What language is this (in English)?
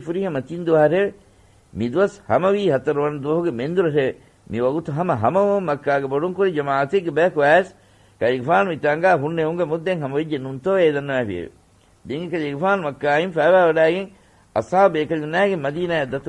Divehi